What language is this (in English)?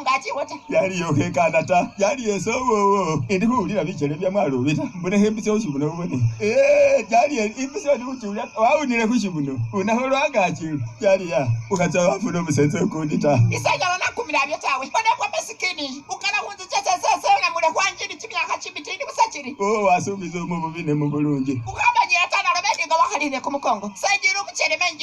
Masaaba